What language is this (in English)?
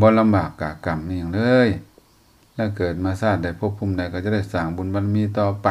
Lao